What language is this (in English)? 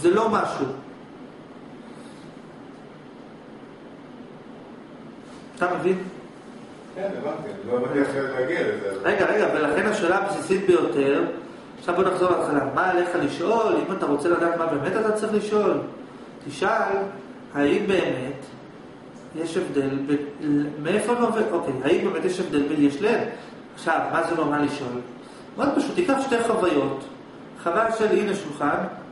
Hebrew